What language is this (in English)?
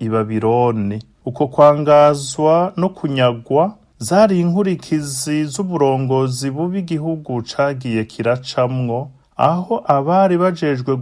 Rundi